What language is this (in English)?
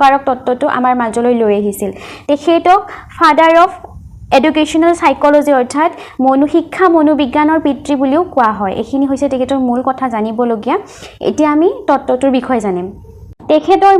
Assamese